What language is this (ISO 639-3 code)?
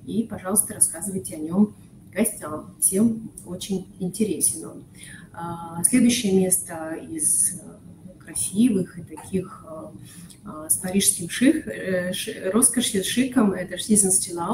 rus